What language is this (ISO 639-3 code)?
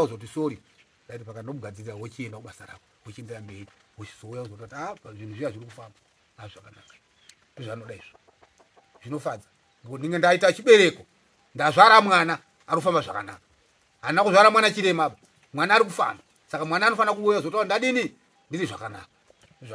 sna